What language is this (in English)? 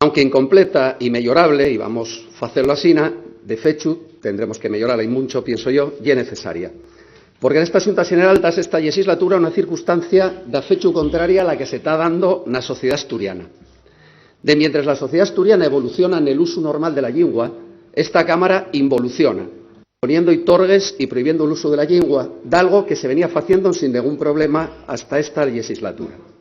Asturian